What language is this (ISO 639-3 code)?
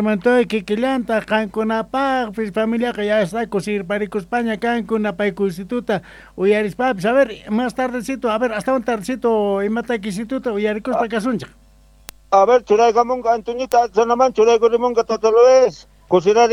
que